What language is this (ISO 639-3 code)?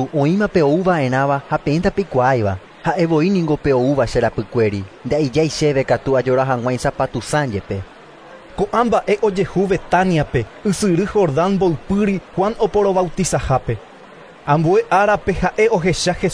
grn